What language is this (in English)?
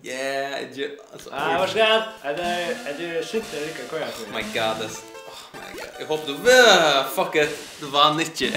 Faroese